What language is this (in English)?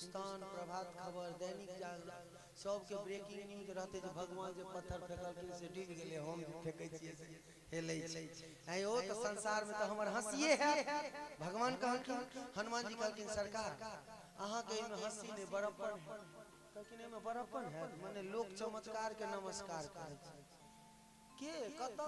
Maithili